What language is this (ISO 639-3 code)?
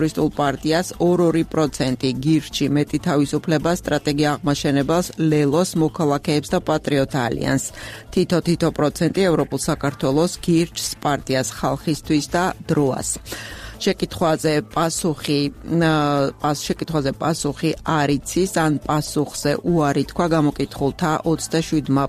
kat